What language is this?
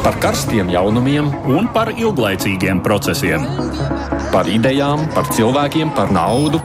Latvian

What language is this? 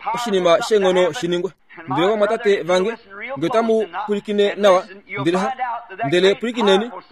Kuanyama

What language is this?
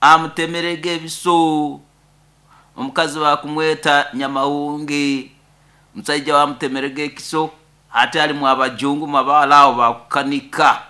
Nyoro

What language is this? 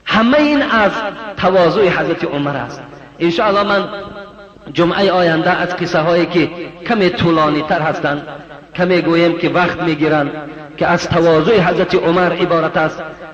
Tajik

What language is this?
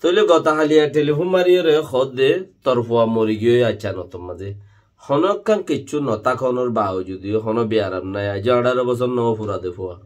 Rohingya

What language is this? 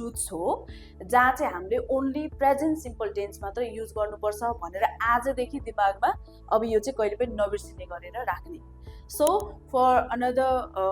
Nepali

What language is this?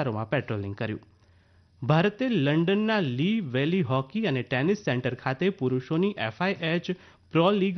Gujarati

